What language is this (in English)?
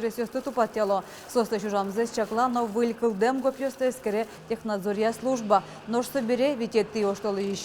Udmurt